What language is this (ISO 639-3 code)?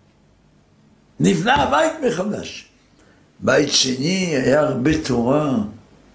heb